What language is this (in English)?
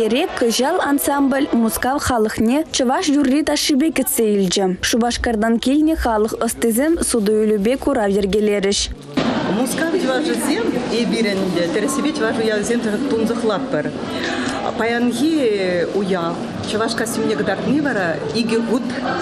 Chuvash